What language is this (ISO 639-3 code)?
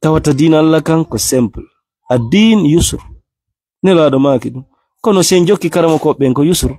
ful